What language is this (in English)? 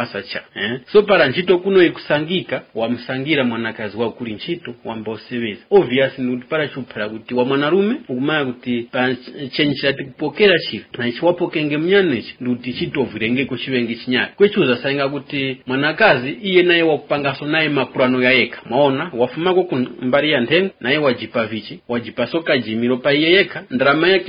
Tumbuka